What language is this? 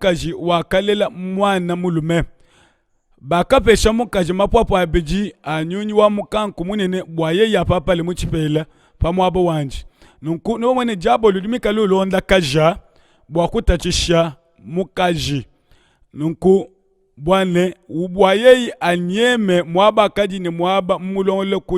Luba-Lulua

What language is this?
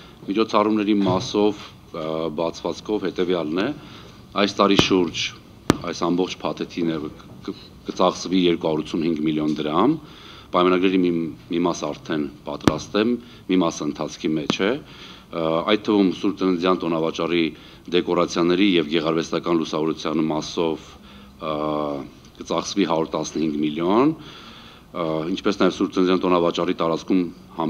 Armenian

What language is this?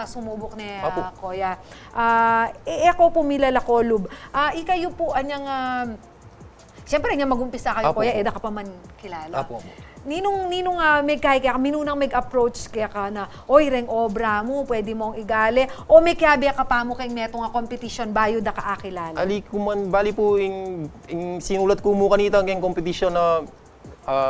Pampanga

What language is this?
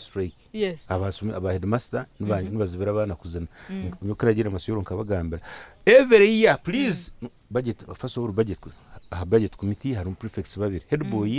Nyankole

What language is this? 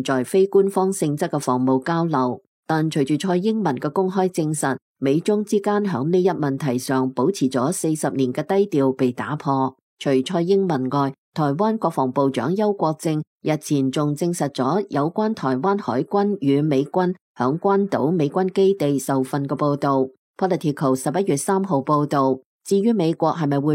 Cantonese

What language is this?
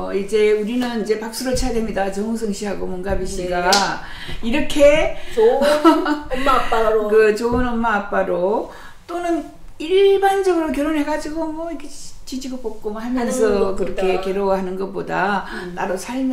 Korean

